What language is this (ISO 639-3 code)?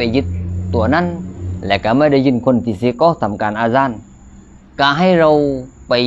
lao